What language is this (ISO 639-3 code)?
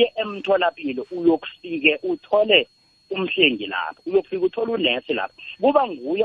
nbl